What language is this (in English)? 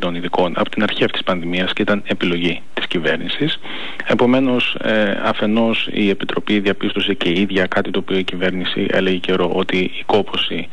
Greek